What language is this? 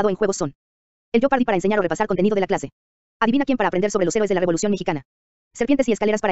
Spanish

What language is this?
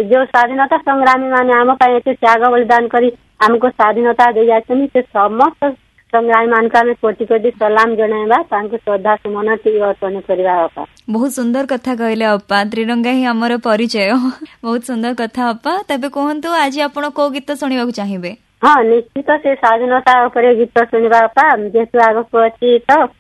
Odia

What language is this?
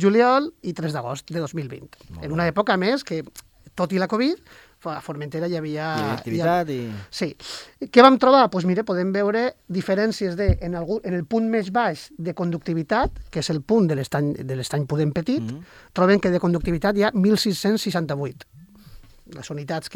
Catalan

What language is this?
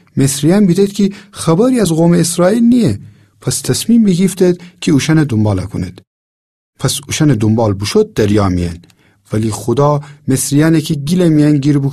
Gilaki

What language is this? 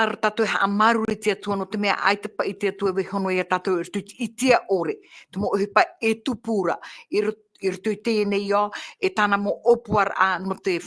Tahitian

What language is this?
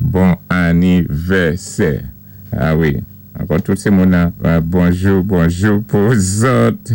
Saint Lucian Creole French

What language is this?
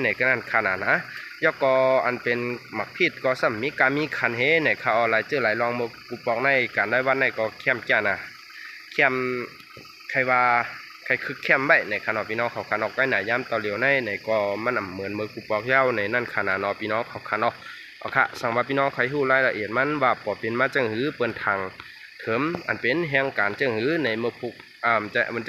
Shan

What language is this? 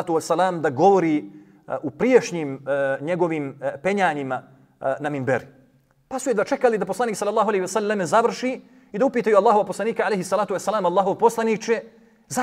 Bosnian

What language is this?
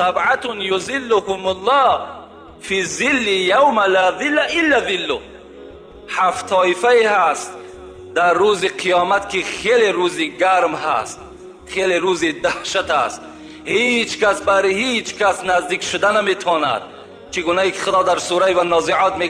Tajik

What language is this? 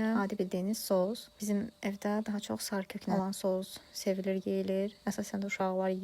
Azerbaijani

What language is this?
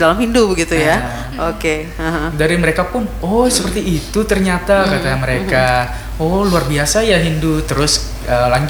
Indonesian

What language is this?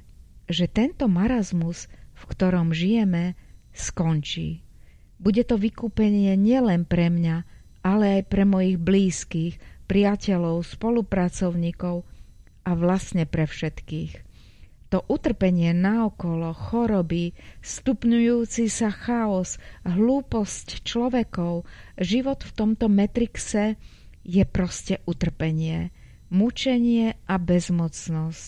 Slovak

